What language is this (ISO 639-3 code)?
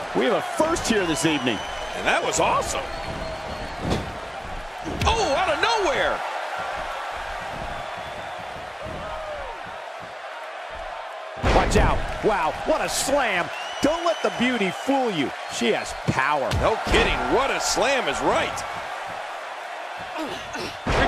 eng